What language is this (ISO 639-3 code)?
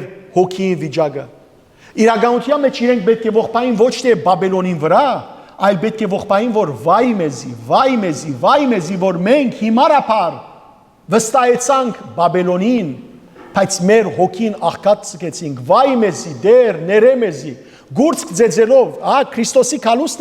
hyw